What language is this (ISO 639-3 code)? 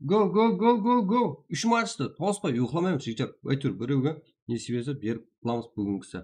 kaa